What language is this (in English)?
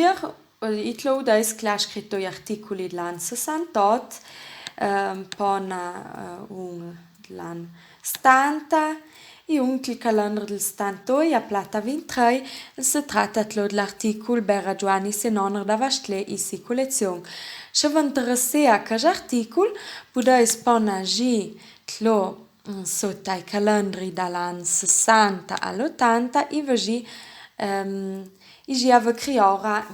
Ladin